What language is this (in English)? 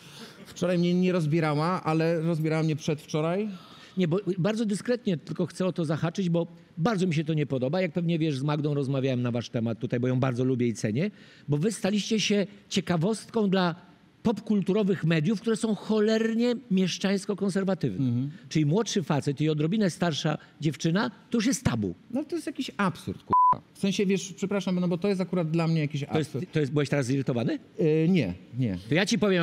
Polish